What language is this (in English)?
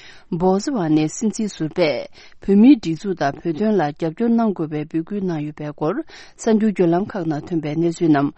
Tibetan